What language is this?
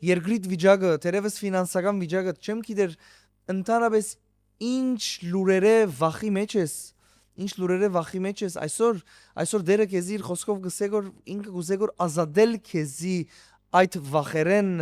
Western Armenian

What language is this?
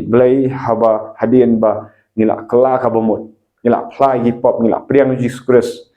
Khasi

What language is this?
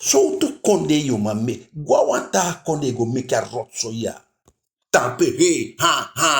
Eastern Maroon Creole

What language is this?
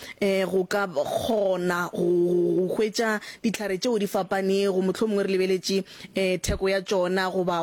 Northern Sotho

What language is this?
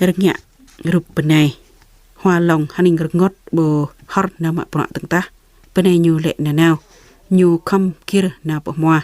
Jarai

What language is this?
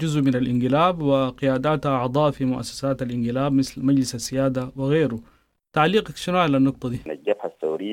Sudanese Arabic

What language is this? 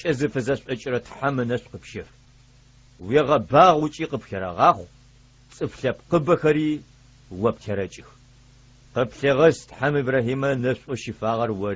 Adyghe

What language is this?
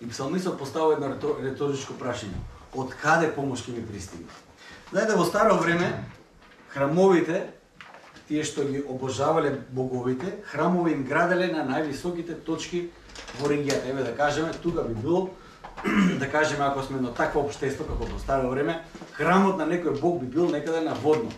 Macedonian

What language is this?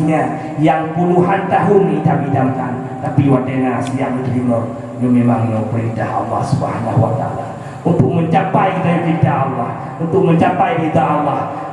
Achinese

